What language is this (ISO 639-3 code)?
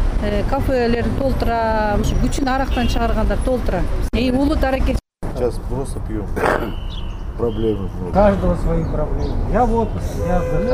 kir